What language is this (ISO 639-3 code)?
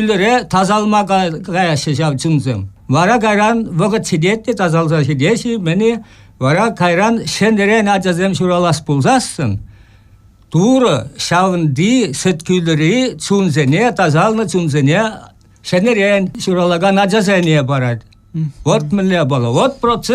chv